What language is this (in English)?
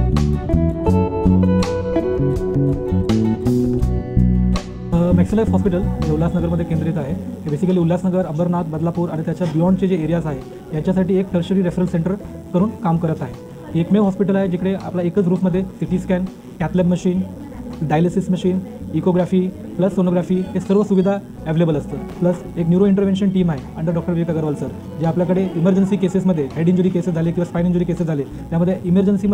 Marathi